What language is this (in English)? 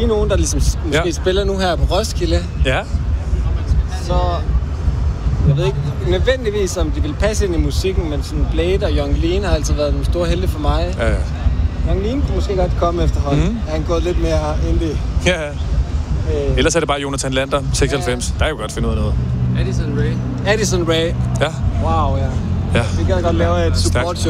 Danish